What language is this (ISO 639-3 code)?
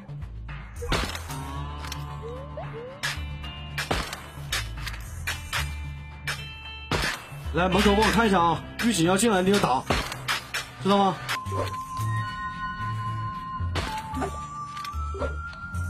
zho